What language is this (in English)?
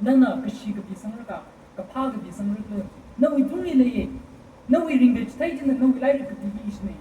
Tangkhul Naga (India)